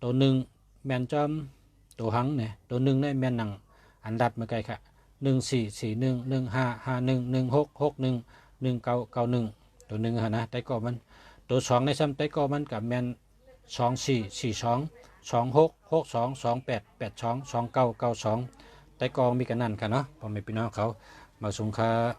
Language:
Shan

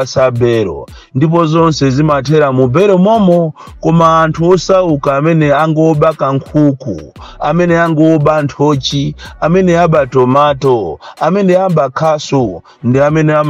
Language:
Nyanja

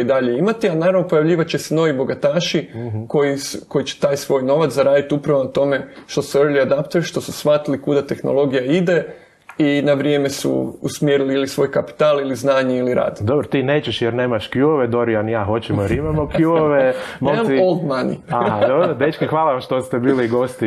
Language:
Croatian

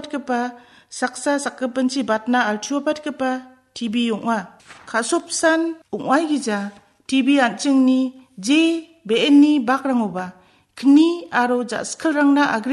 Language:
Garo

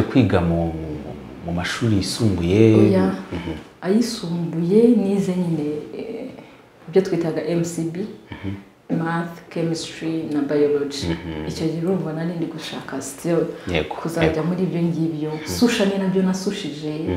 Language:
Kinyarwanda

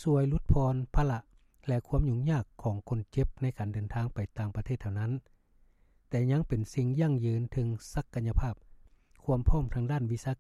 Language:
Lao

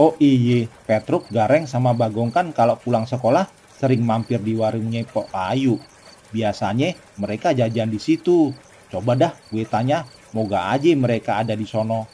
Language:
Betawi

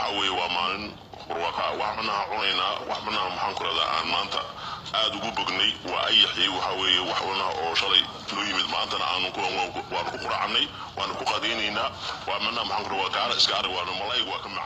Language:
Somali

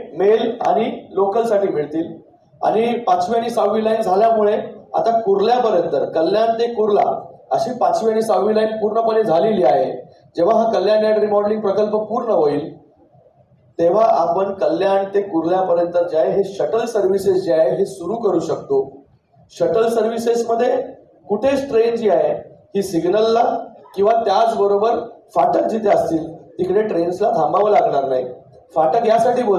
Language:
Marathi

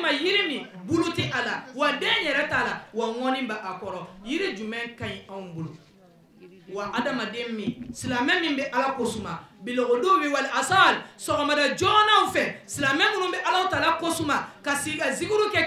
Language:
Bambara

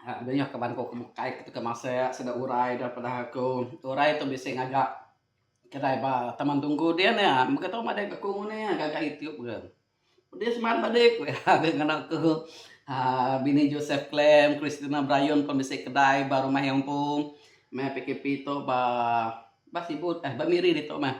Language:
Iban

